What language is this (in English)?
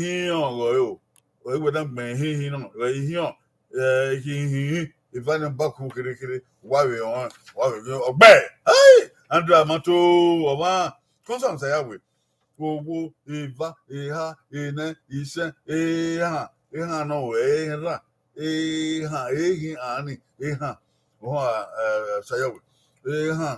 Bini